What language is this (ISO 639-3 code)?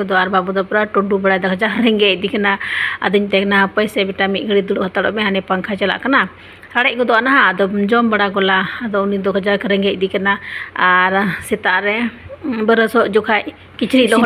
sat